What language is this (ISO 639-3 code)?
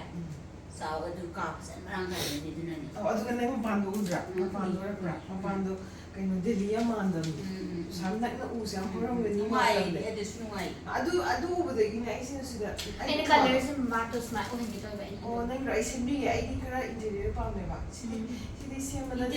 mni